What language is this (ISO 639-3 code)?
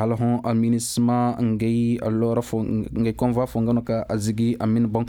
ses